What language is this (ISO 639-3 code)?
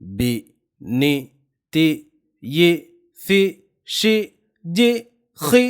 div